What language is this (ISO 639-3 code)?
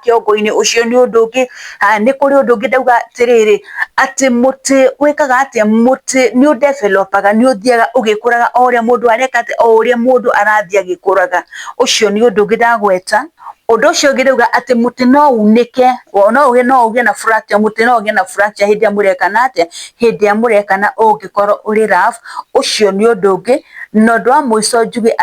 kik